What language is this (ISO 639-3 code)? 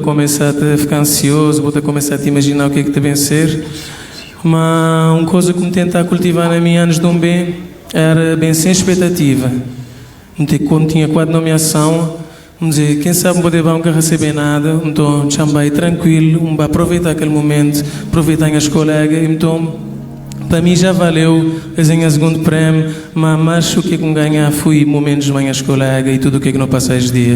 kea